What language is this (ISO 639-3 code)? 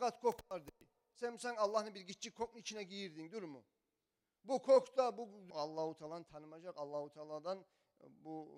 kum